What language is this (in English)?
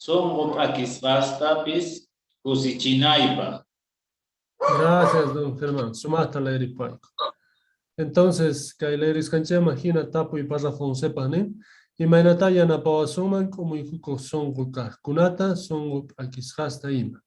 South Bolivian Quechua